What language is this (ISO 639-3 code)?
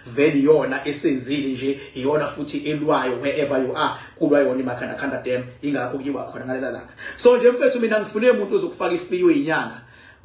zul